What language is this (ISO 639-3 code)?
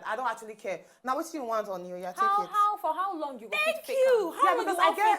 pcm